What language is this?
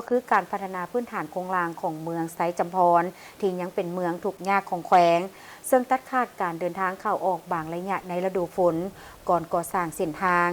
Lao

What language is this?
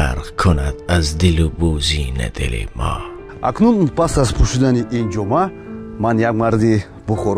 Tajik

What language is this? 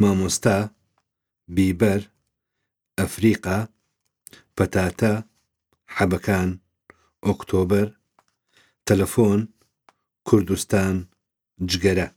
Central Kurdish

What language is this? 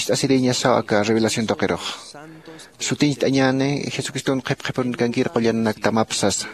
Aymara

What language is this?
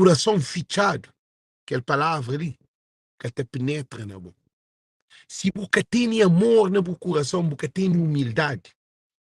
Kabuverdianu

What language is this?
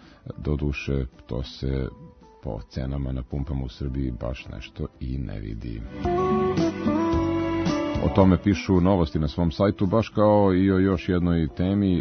Serbian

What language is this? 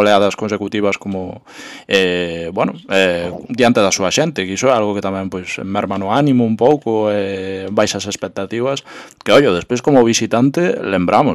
Galician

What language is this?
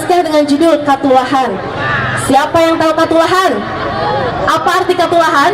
Banjar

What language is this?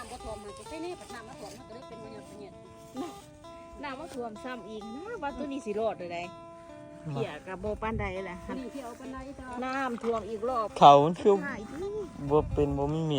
Northeastern Thai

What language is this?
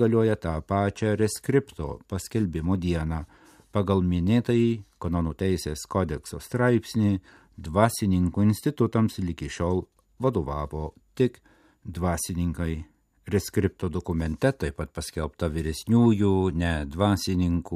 Lithuanian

